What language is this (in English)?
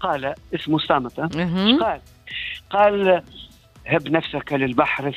Tunisian Arabic